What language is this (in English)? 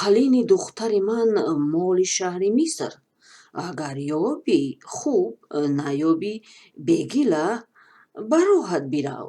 Tajik